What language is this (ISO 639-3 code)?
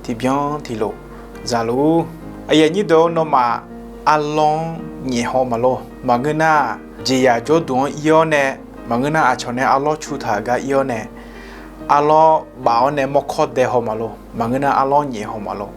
ahk